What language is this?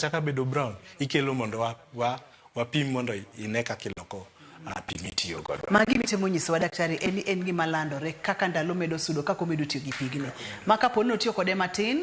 Luo (Kenya and Tanzania)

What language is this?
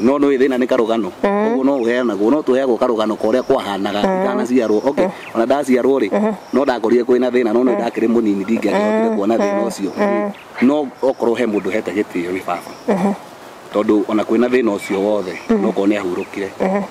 Kikuyu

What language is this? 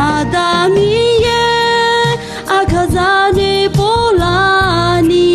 Akha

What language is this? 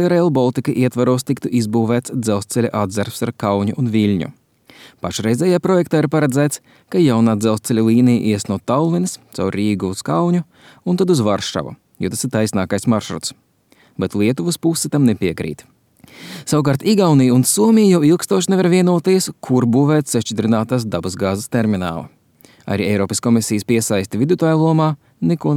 Latvian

